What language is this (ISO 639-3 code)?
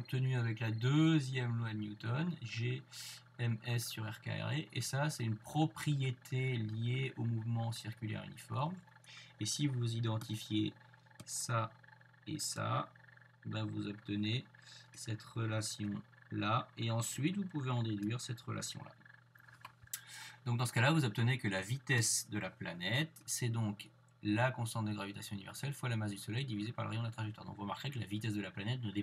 fra